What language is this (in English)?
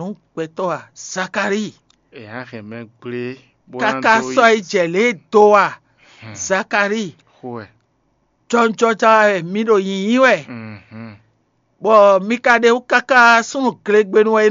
Fon